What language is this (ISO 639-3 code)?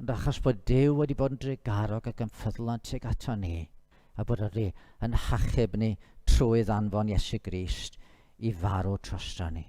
cym